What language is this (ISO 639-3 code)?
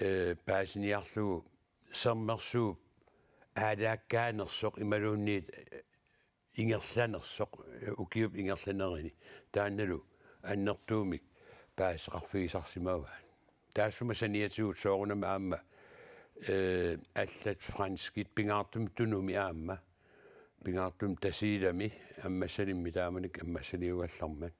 kal